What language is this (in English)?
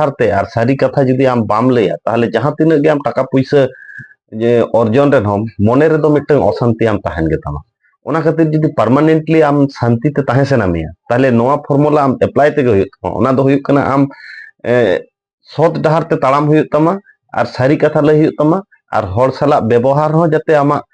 Santali